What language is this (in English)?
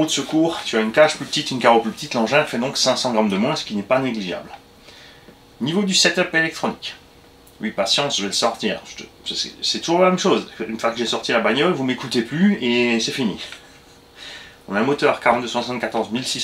French